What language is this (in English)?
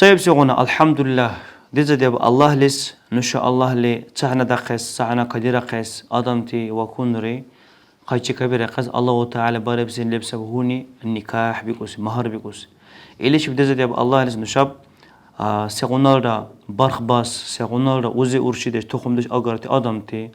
Dargwa